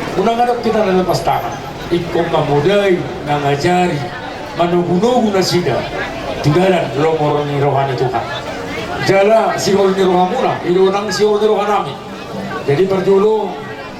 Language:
Batak Toba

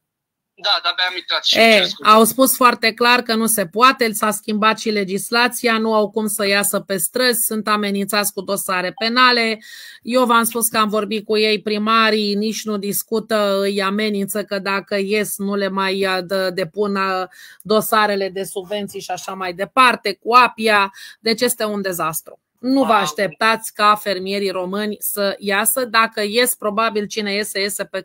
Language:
Romanian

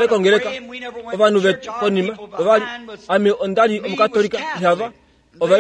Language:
Kuanyama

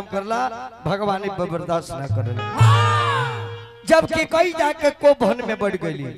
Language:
Bhojpuri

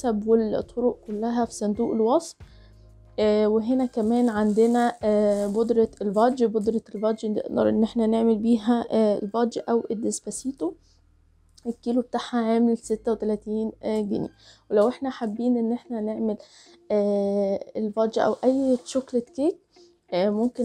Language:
Egyptian Arabic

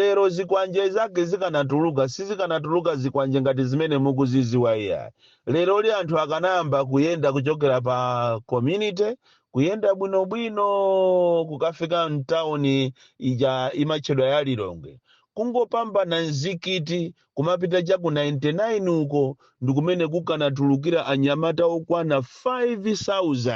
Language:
Nyanja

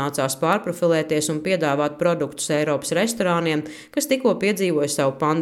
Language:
Latvian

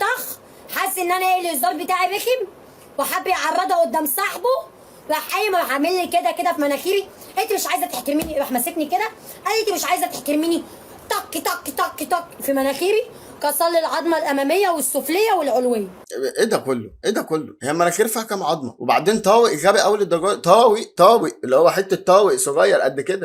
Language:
Egyptian Arabic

